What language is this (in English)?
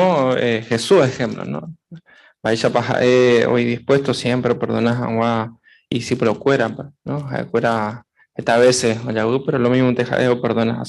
Guarani